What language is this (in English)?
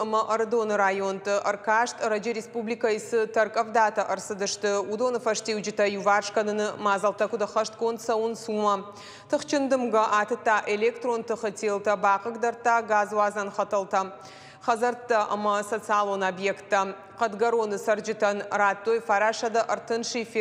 Ossetic